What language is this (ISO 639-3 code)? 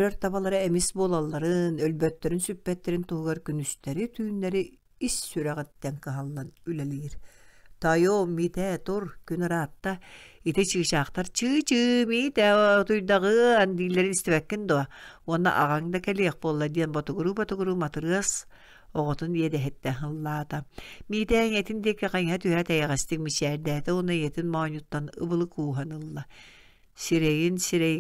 sah